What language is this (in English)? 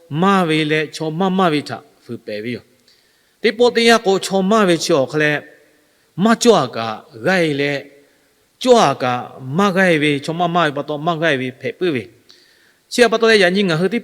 Lahu